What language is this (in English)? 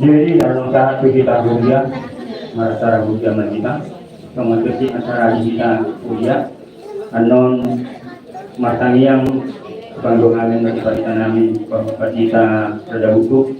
Batak Toba